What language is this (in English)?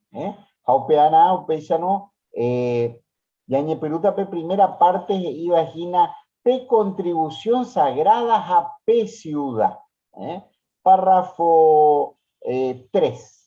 Guarani